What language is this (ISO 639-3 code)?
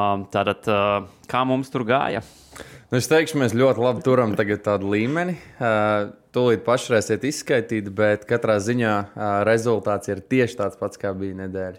lav